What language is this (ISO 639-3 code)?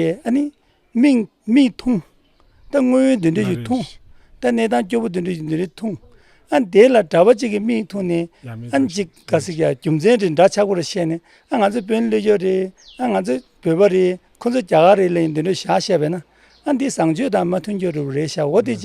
bod